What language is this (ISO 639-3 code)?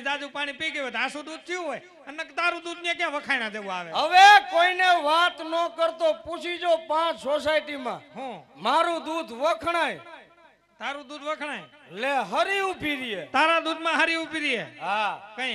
guj